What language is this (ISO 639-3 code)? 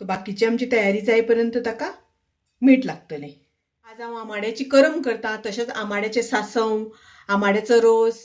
kok